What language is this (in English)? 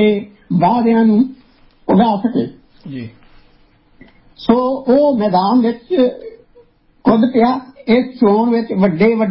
Punjabi